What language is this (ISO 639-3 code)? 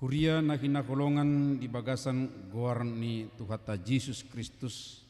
bbc